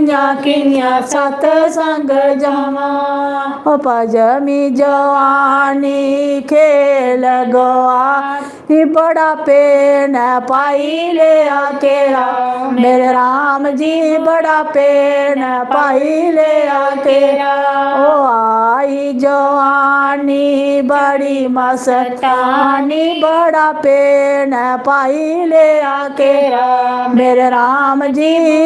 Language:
Dogri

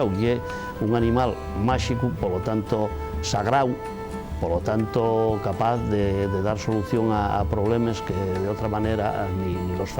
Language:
Asturian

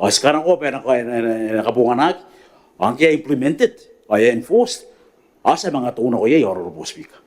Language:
Gilbertese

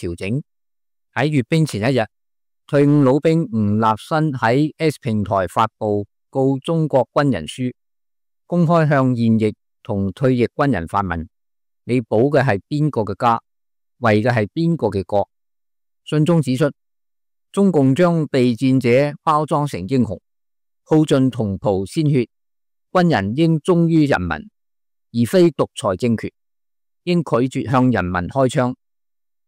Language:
Cantonese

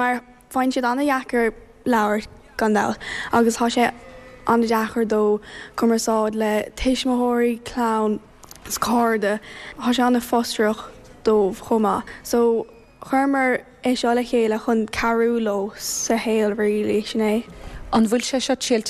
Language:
Irish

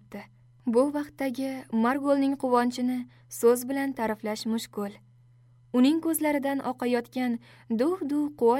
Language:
Uzbek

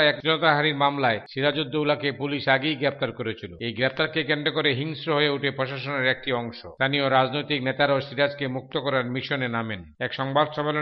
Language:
Bangla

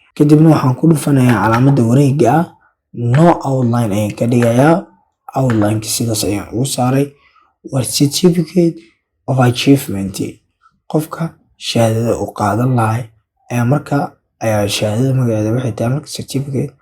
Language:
Somali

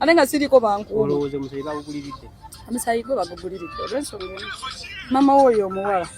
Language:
Ganda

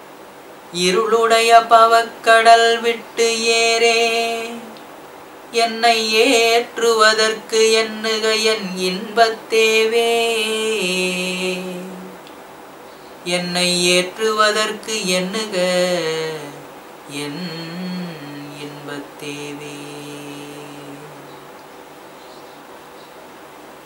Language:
Tamil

